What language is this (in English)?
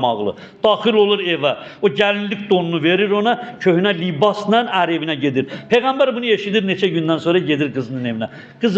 Azerbaijani